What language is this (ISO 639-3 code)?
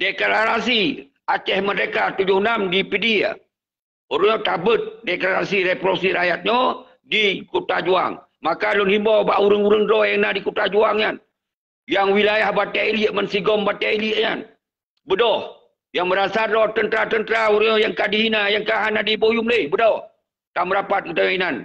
ace